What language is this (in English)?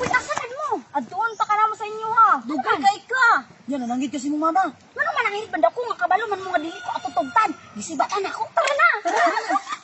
Cebuano